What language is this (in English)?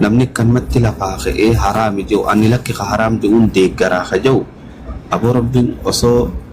Oromo